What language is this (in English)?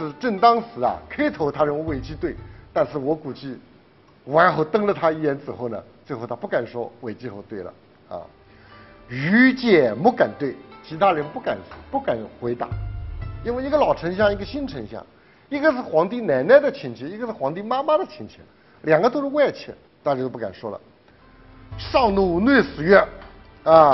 Chinese